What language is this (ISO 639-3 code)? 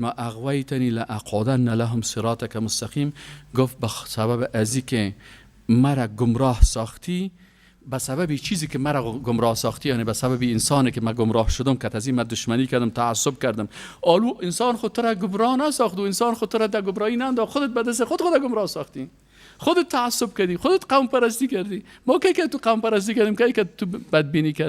fas